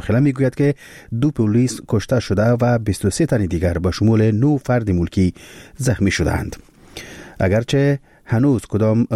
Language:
Persian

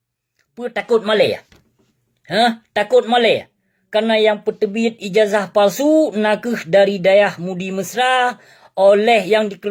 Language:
Achinese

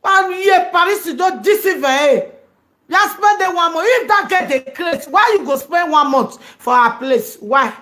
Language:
Nigerian Pidgin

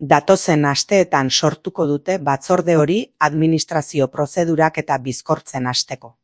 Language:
Basque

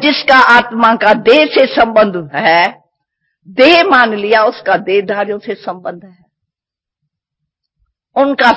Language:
Hindi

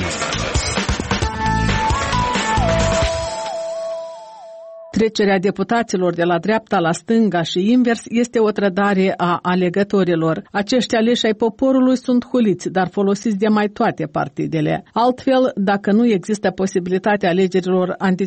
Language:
Romanian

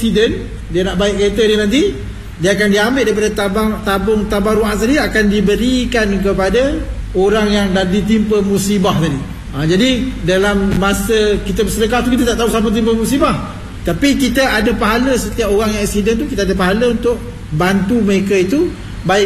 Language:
Malay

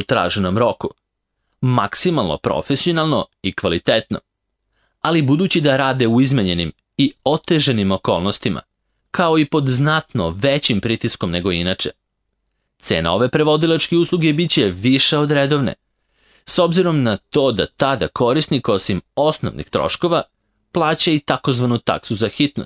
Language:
Serbian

